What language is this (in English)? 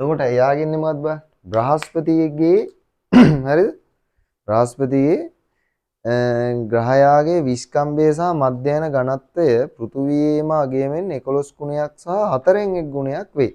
Sinhala